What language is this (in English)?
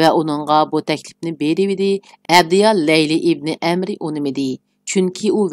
Uyghur